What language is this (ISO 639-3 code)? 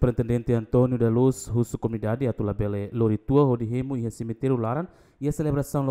tet